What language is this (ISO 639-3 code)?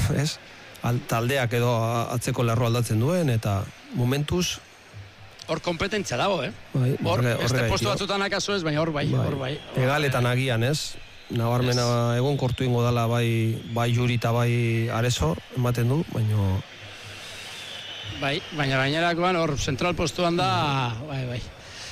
eus